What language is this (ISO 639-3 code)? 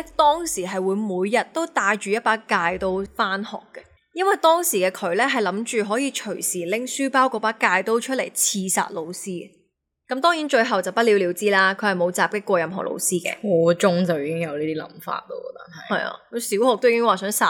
yue